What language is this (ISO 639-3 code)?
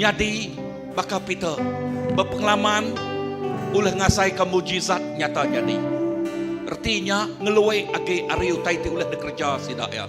iba